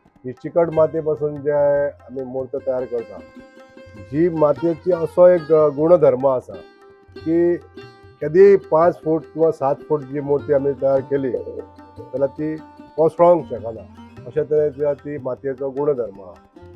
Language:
Konkani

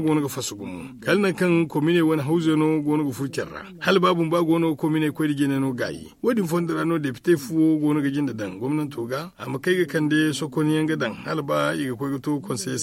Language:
Zarma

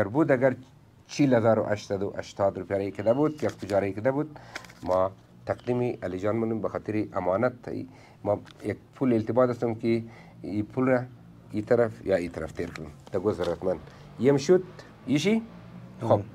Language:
Persian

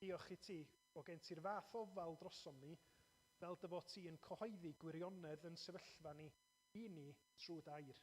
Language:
Welsh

